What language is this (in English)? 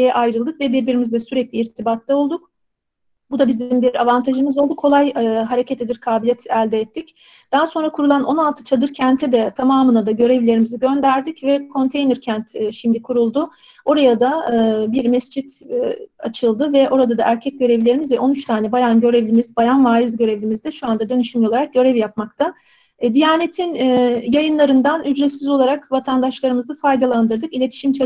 Turkish